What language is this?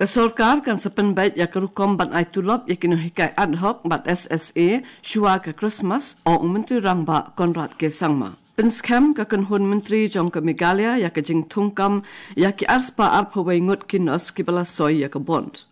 Khasi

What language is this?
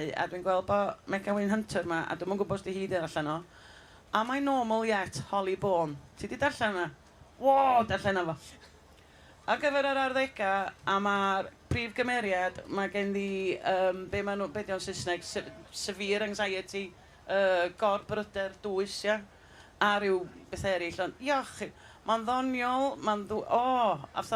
Welsh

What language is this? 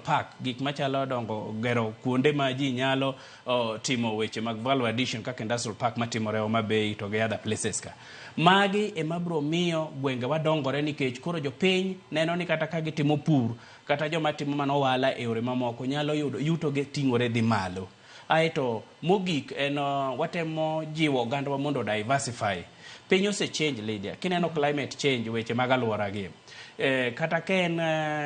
Luo (Kenya and Tanzania)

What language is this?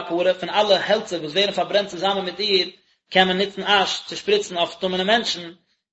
Yiddish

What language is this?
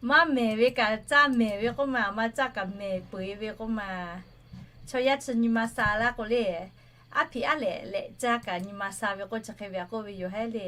Lahu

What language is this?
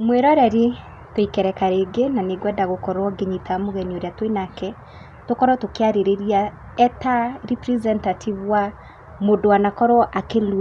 Kikuyu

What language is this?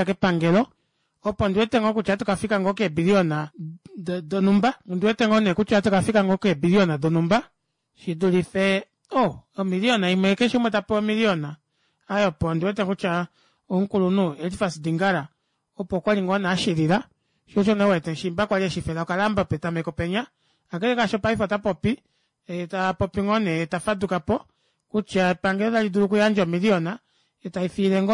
Kuanyama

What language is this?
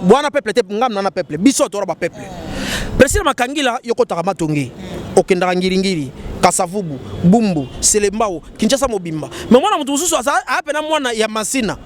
Lingala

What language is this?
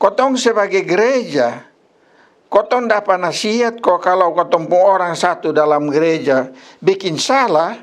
Kupang Malay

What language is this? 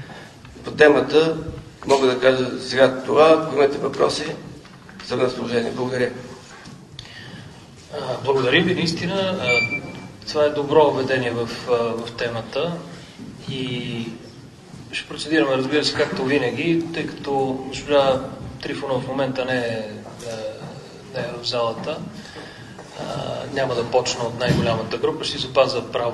Bulgarian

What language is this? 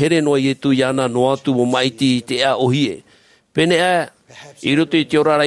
Tahitian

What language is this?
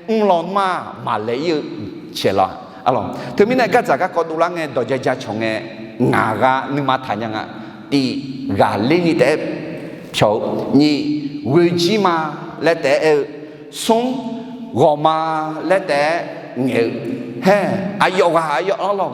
Akha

